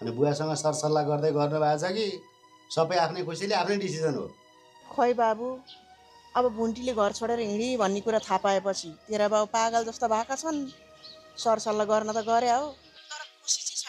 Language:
Nepali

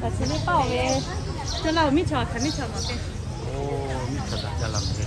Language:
Lahu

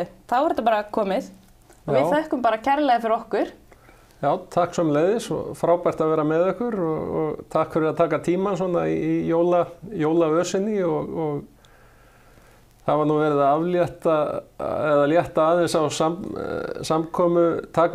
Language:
Icelandic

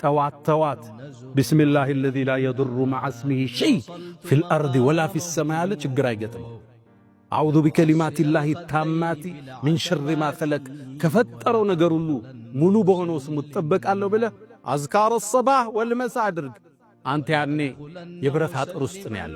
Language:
Amharic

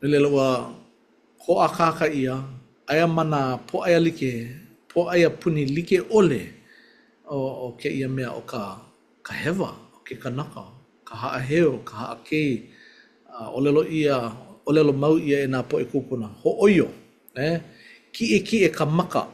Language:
Hawaiian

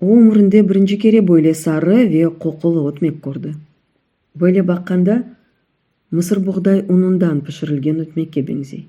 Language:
Crimean Tatar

